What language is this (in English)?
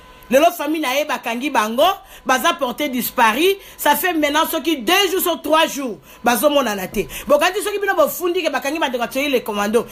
Lingala